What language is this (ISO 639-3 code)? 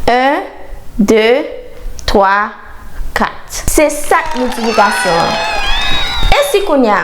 hat